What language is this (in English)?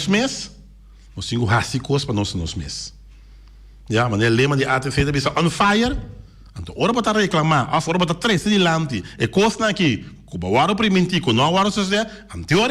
Papiamento